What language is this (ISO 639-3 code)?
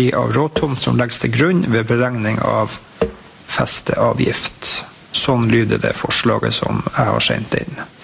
nor